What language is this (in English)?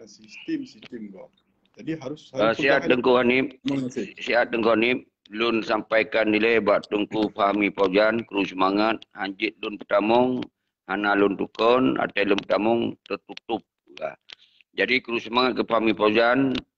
Achinese